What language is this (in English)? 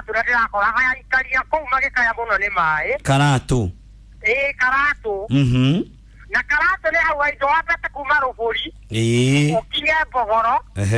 Kikuyu